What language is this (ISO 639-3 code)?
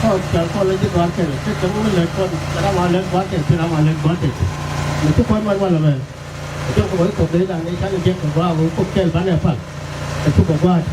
nus